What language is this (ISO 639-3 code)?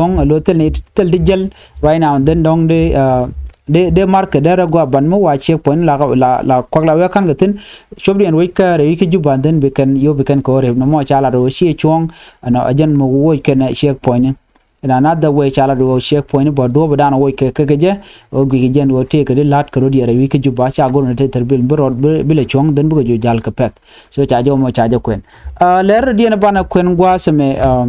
nus